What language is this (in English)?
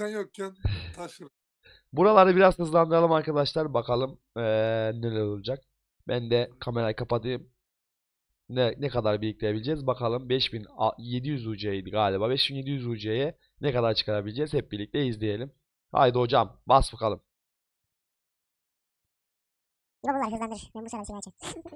Turkish